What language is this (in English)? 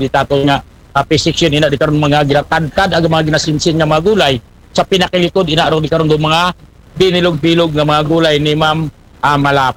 Aklanon